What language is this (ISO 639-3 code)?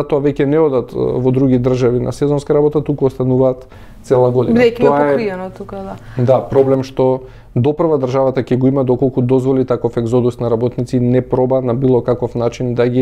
mkd